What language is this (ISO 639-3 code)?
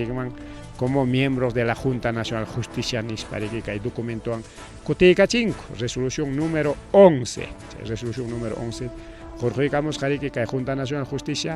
quy